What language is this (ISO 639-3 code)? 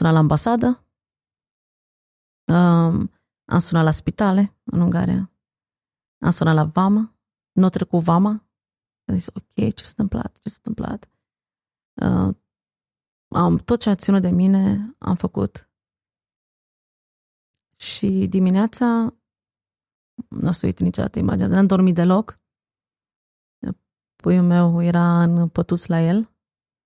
ron